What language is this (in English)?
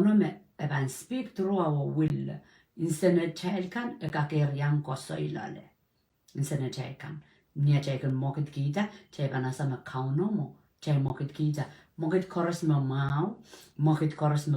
Pohnpeian